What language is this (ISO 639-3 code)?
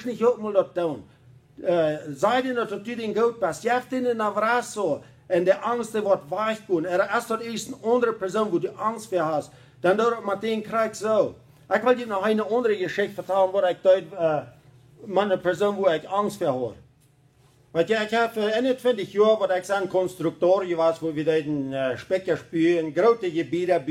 pdt